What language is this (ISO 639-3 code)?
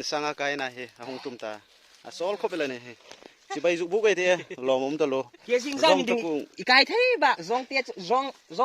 hmr